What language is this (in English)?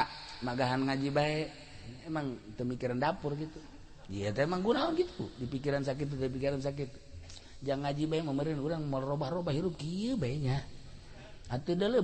Sundanese